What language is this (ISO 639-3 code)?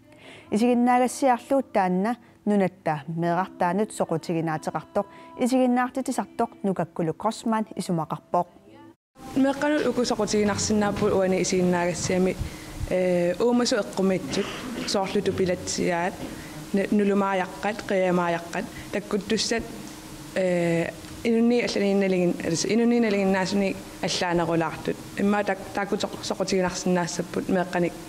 kal